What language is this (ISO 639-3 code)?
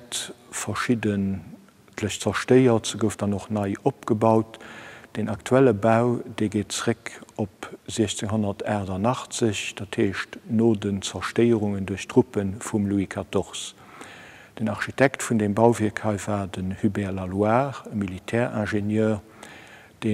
ltz